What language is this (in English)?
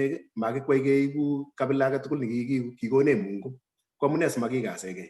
Kalenjin